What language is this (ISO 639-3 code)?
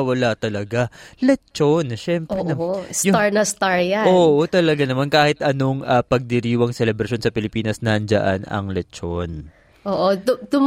fil